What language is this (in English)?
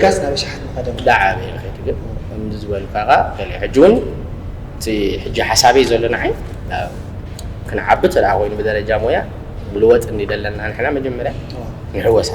Tigrinya